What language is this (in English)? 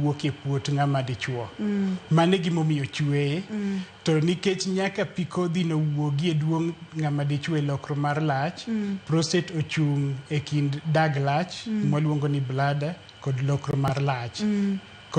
Luo (Kenya and Tanzania)